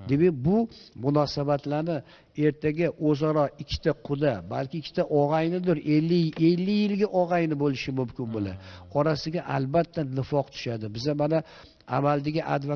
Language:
Uzbek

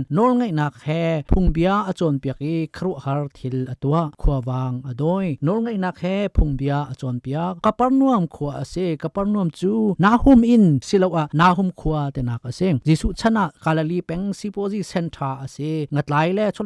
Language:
Hakha Chin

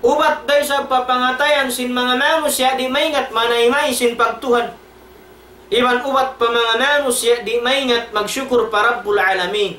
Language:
Tausug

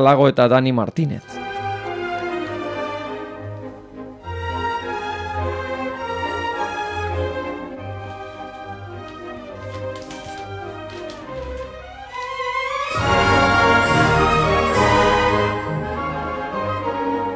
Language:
Basque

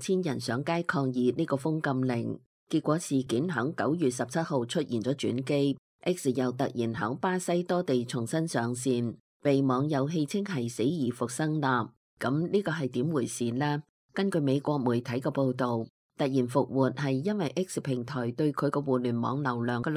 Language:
Cantonese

